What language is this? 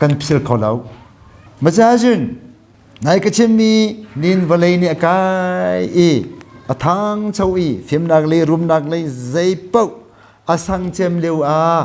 Hakha Chin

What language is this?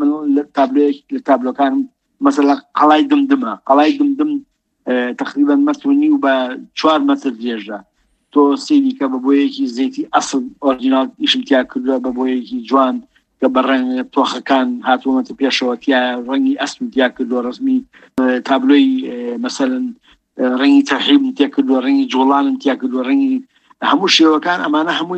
Central Kurdish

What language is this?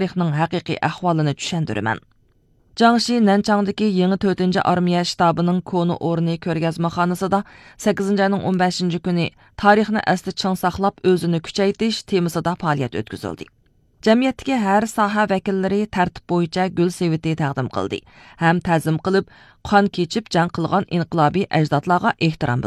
Uyghur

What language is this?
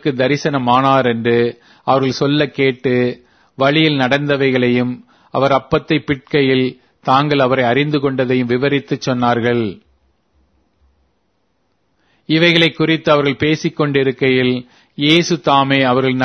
Tamil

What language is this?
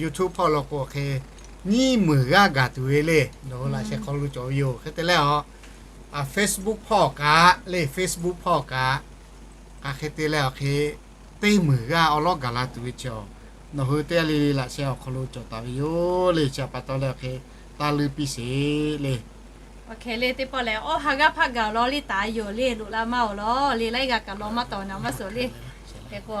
Lahu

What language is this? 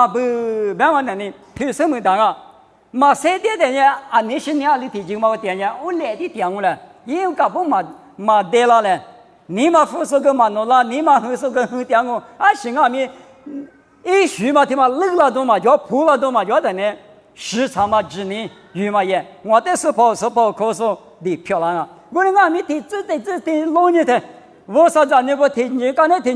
Lisu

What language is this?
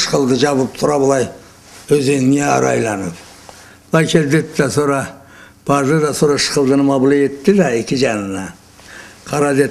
Karachay-Balkar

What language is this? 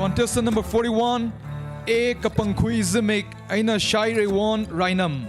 Tangkhul Naga (India)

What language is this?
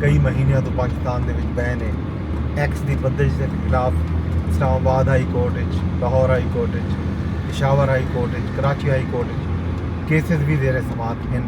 Saraiki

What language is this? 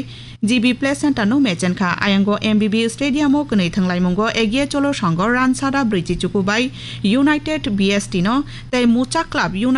Kok Borok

